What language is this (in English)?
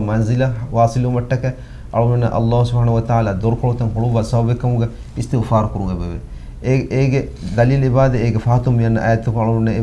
Divehi